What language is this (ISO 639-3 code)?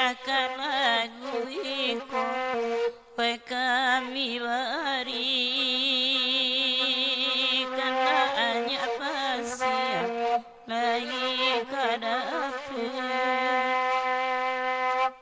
min